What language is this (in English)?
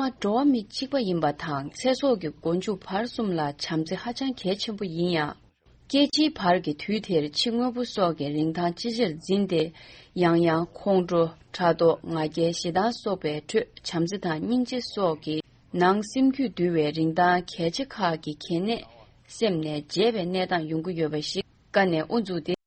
Tibetan